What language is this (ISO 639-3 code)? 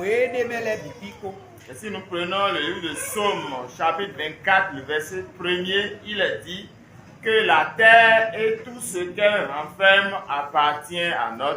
fon